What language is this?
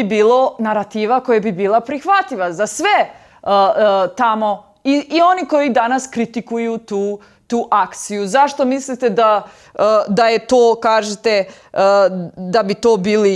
Serbian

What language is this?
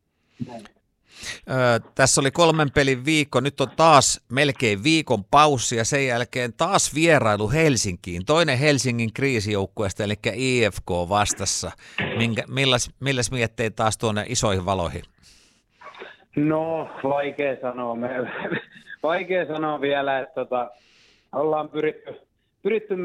Finnish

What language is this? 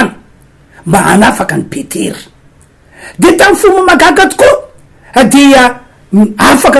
Malagasy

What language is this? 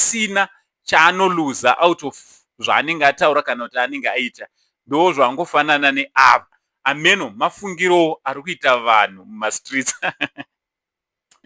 Shona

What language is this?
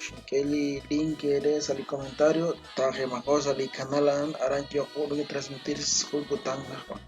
Kekchí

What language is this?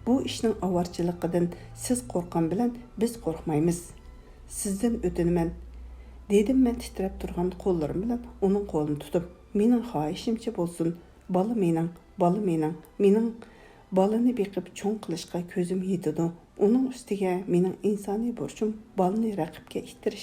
Uyghur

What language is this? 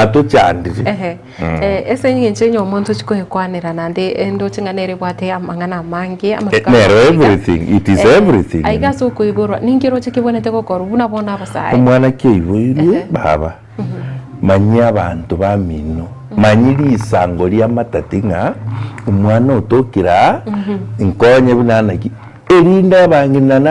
Gusii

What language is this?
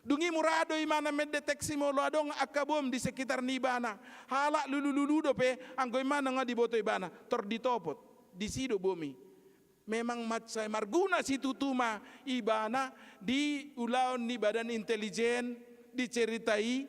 Batak Toba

